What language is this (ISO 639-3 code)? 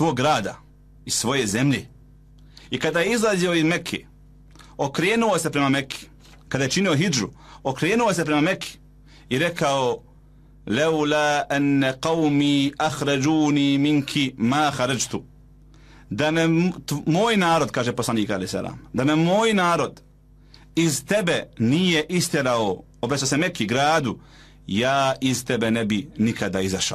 bos